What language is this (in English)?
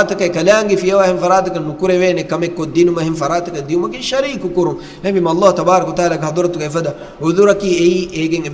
Divehi